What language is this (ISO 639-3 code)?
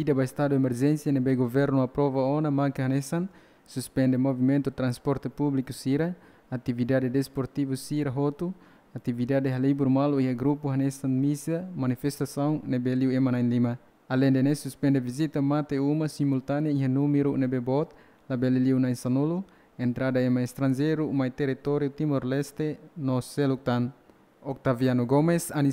tet